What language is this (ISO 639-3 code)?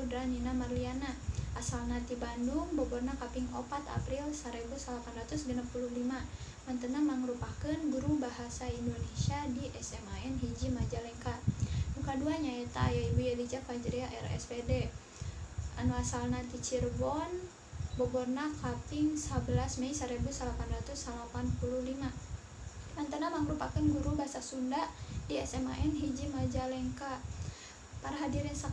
sun